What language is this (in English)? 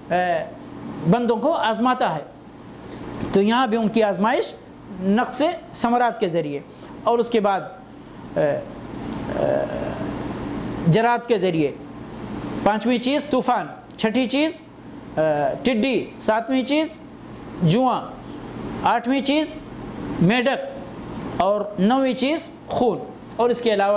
Urdu